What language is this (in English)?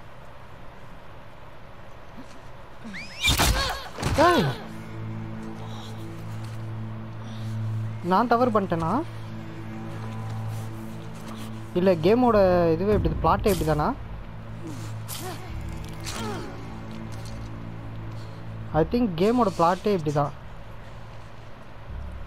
Tamil